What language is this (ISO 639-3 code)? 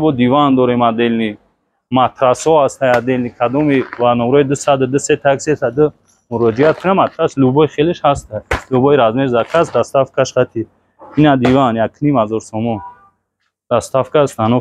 tgk